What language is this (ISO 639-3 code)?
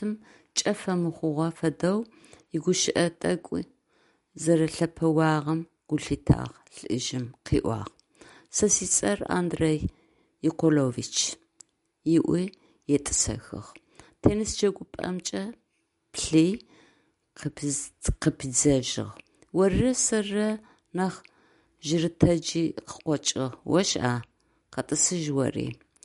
ady